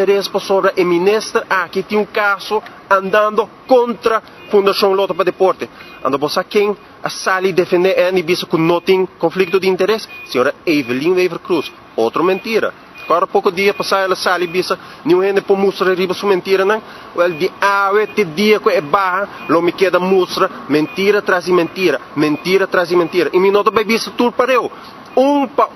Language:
Papiamento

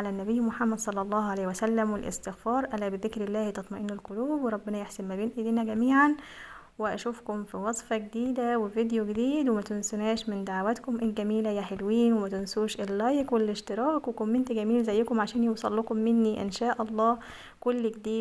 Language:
Egyptian Arabic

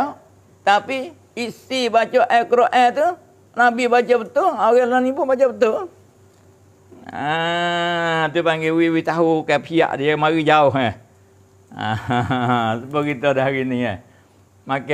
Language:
Malay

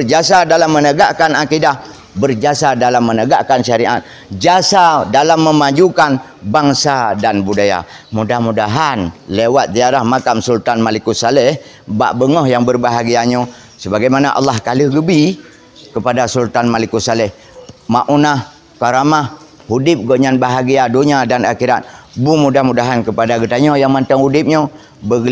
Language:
Achinese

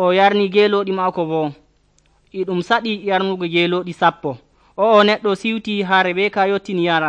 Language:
Nigerian Fulfulde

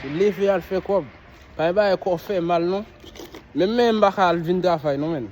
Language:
Haitian Creole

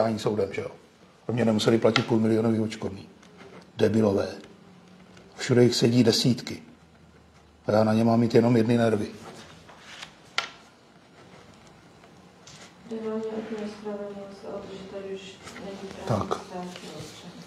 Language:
Czech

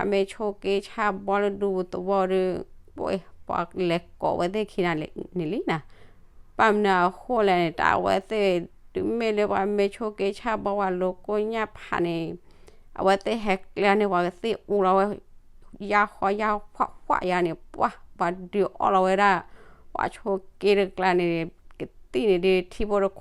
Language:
S'gaw Karen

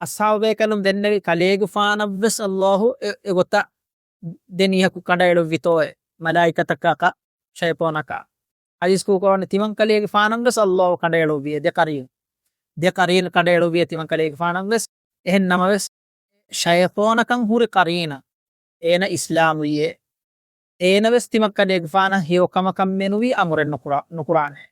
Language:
Divehi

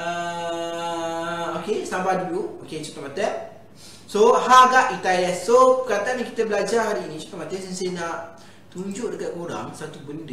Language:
Malay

